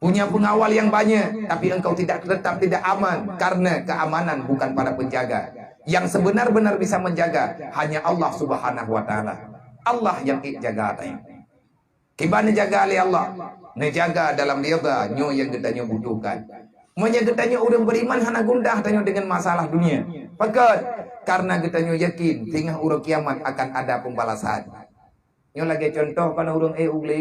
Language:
Achinese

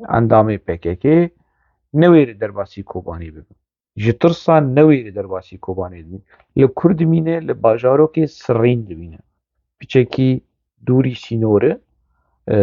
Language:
Kurdish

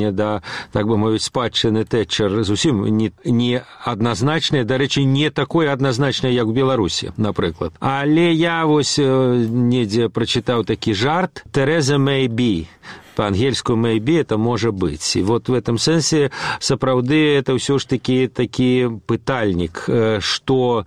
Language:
Belarusian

